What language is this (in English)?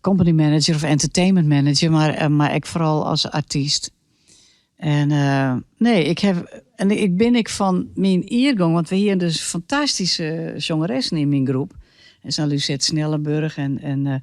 Western Frisian